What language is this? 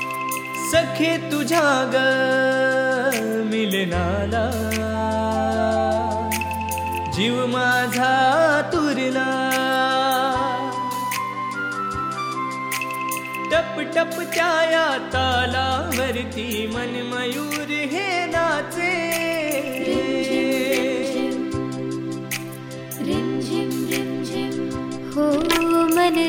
Marathi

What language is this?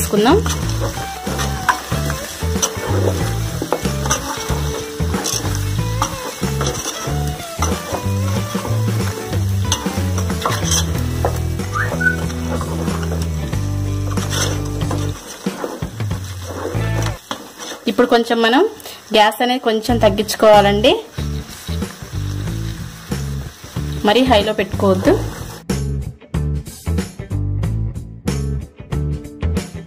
Telugu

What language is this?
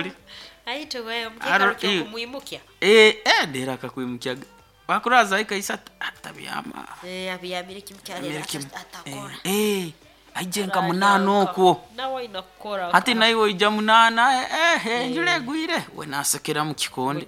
Nyoro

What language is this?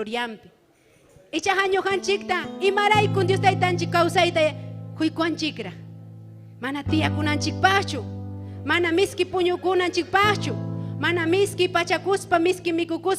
Ayacucho Quechua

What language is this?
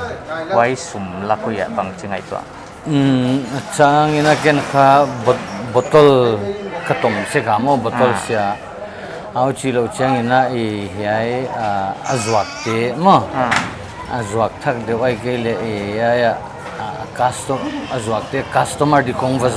Paite Chin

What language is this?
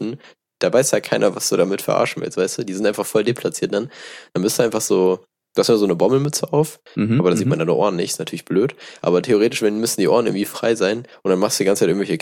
German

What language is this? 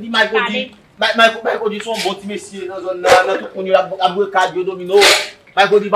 Haitian Creole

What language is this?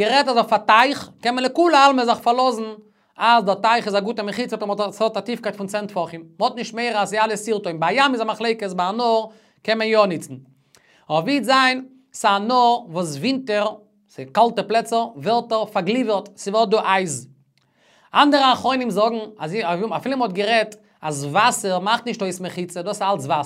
Yiddish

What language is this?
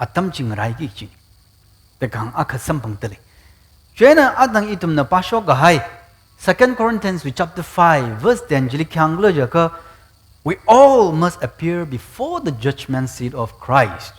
Tangkhul Naga (India)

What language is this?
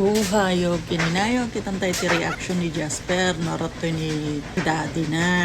Iloko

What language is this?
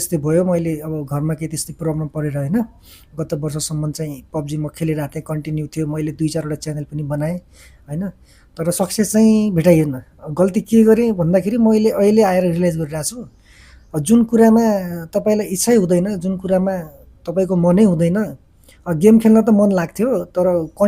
Nepali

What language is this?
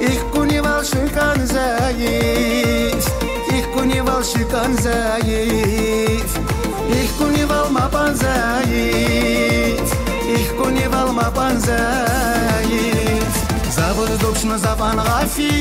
Tabassaran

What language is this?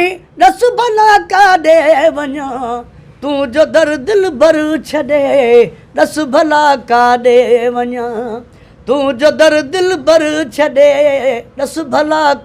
Sindhi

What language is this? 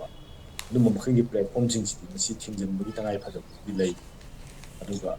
Manipuri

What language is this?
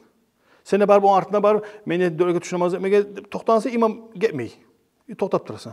Kumyk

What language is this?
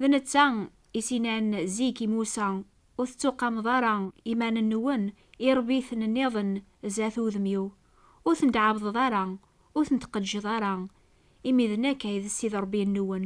Kabyle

